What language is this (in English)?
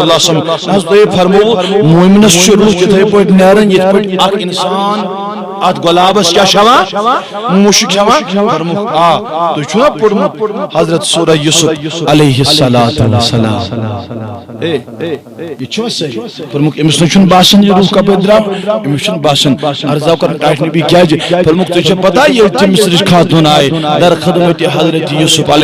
Kashmiri